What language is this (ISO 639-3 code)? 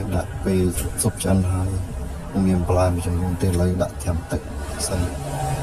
khm